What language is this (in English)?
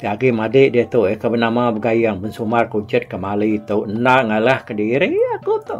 Iban